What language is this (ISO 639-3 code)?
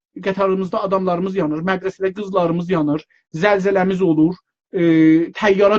azb